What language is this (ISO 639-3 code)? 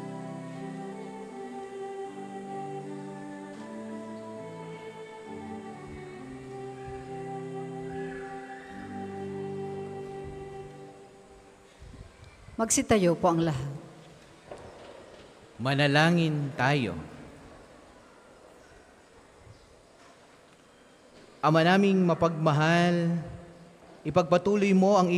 fil